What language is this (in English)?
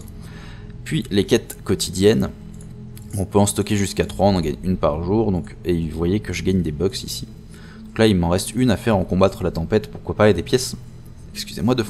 French